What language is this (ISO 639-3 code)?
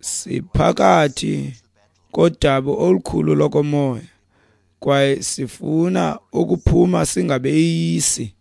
xho